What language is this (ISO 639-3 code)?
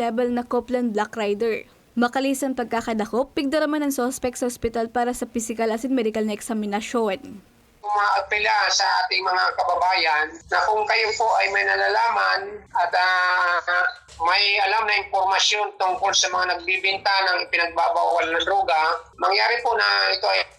bik